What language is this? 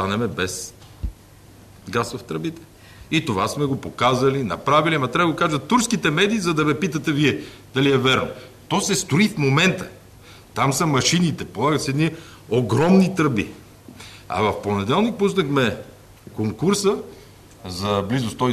Bulgarian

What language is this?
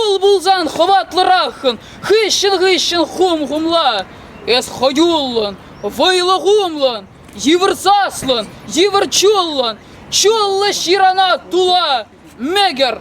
Chuvash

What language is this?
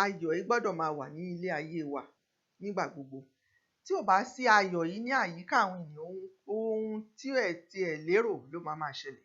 Yoruba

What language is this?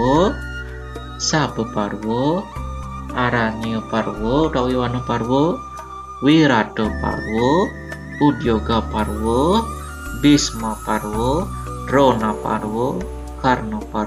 Balinese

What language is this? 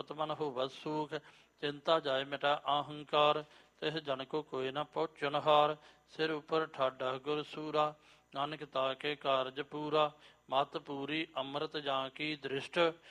Punjabi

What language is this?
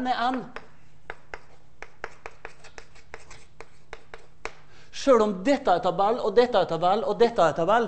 Norwegian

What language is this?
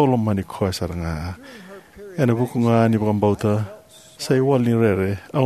Fijian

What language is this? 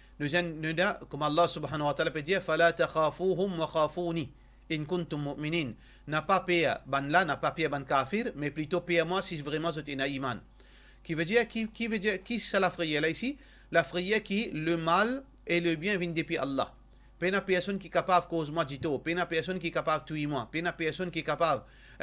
Morisyen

